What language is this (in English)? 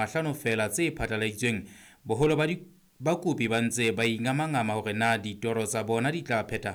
Southern Sotho